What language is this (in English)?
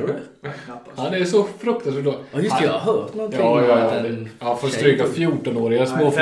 Swedish